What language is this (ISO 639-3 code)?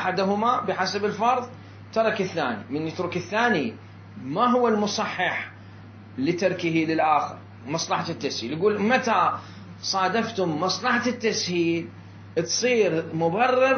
acm